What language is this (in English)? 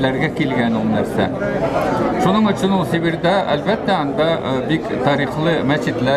Tatar